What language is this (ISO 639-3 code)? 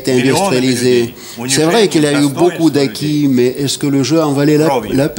fra